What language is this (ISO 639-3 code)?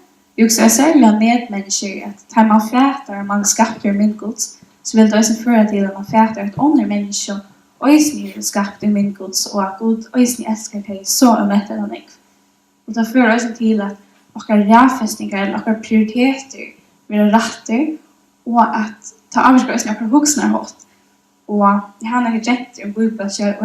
fao